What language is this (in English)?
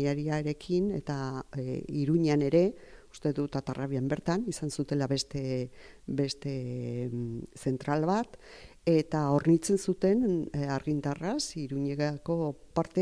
Basque